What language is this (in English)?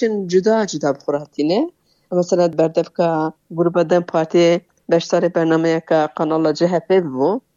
Kurdish